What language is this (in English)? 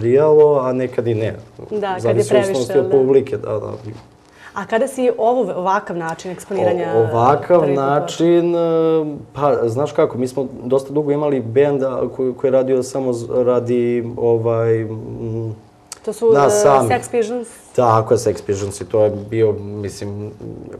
Serbian